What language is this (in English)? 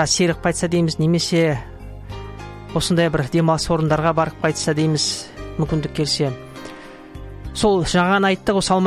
Kazakh